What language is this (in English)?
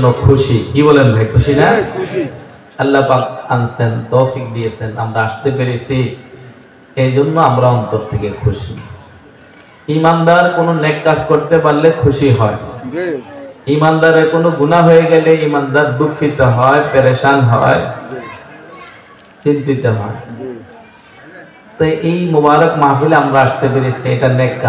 Bangla